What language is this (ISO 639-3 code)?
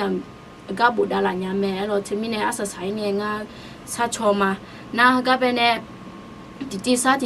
ahk